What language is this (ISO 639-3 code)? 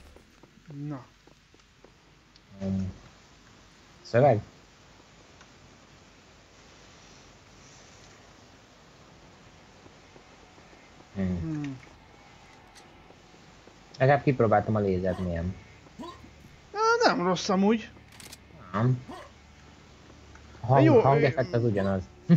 hun